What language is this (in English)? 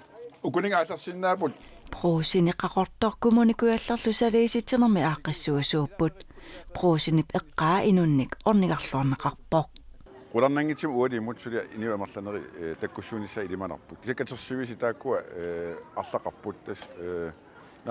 Kalaallisut